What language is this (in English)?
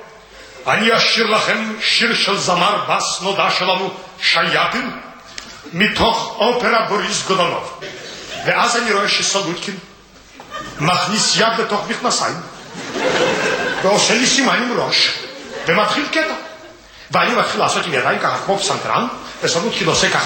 Hebrew